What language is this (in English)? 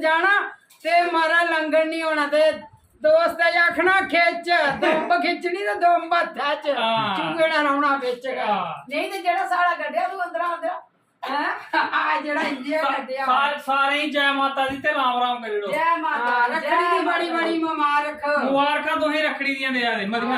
Dogri